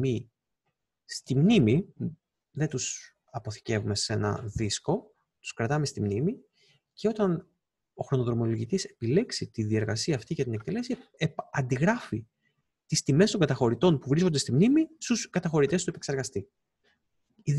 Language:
Greek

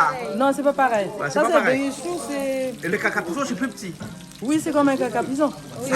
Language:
Réunion Creole French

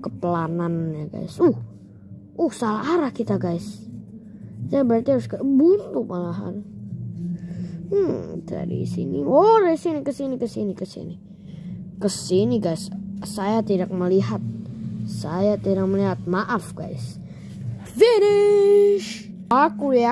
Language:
Indonesian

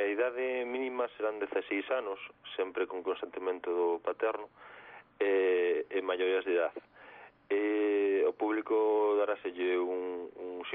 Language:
Galician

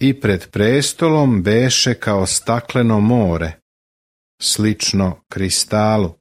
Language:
Serbian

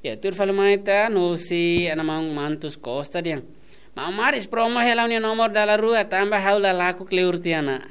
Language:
Tetum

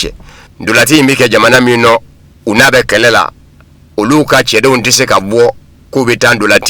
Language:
Bambara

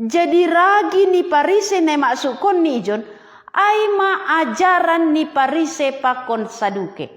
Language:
Batak Simalungun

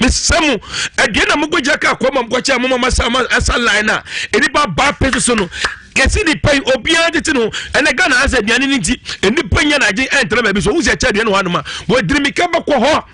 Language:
Akan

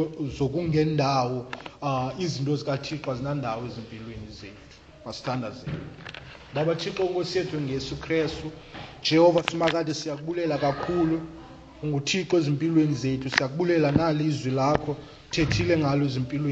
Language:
Xhosa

